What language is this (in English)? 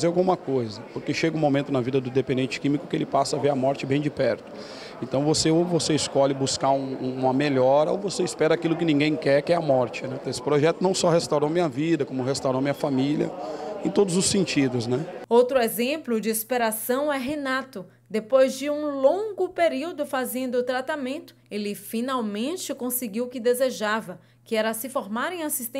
Portuguese